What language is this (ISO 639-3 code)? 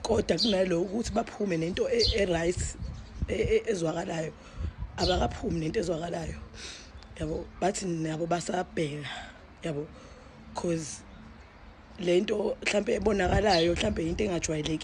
zul